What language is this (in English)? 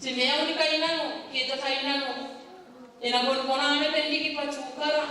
Gilbertese